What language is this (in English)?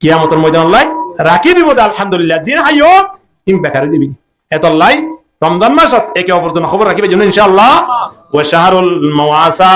Rohingya